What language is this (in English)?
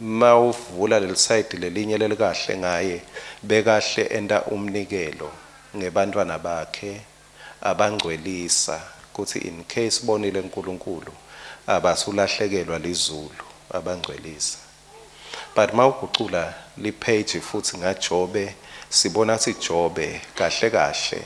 Swati